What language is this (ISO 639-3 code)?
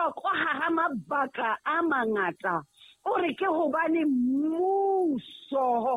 sot